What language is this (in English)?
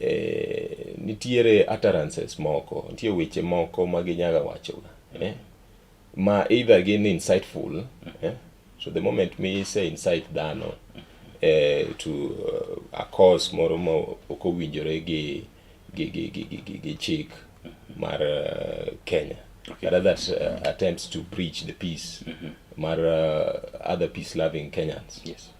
Luo (Kenya and Tanzania)